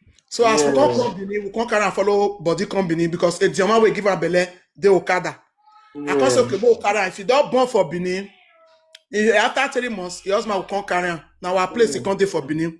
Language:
Nigerian Pidgin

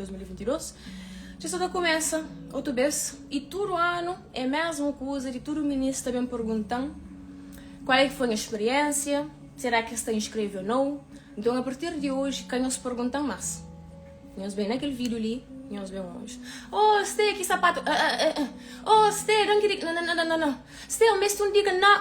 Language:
Kabuverdianu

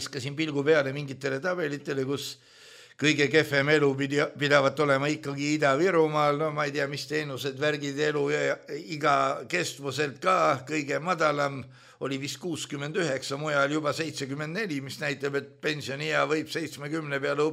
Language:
Estonian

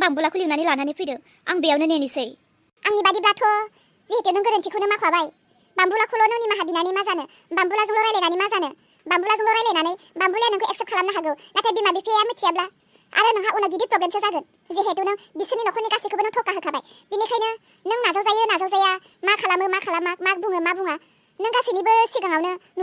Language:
Bodo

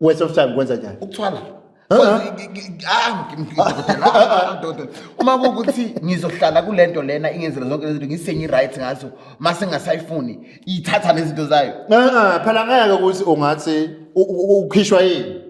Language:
Zulu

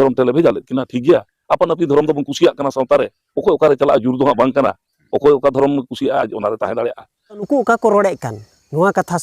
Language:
Santali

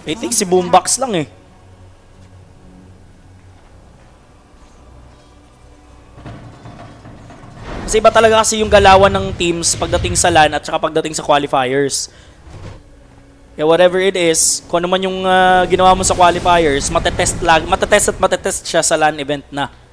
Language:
Filipino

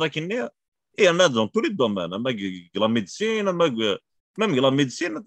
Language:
Kabyle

